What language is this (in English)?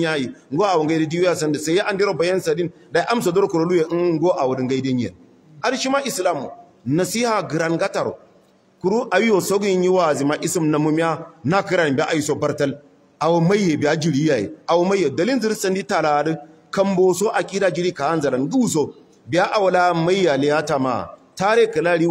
Hausa